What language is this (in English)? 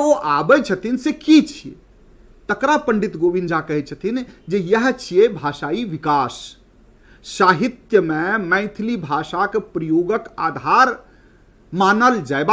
Maithili